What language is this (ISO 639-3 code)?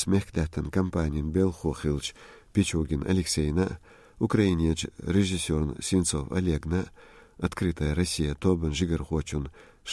che